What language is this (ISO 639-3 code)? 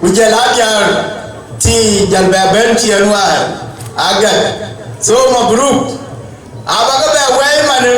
din